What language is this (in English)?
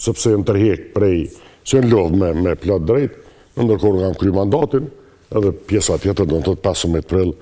Albanian